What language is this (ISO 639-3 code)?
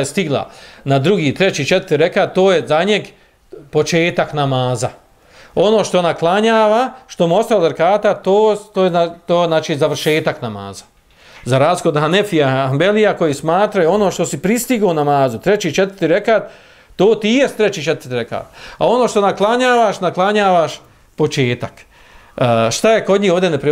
bos